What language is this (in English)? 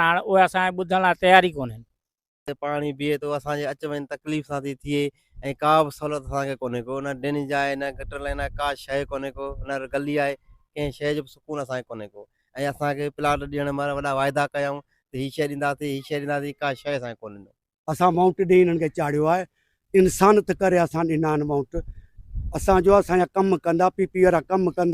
Sindhi